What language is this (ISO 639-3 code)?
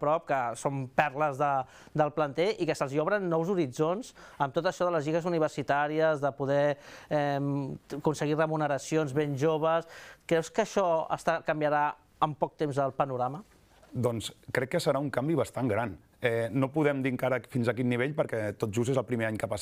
cat